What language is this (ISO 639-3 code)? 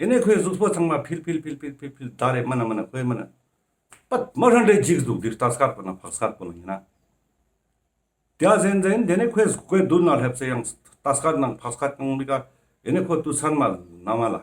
lbj